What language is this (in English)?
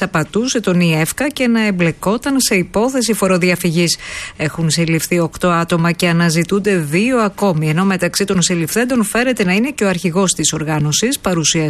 Greek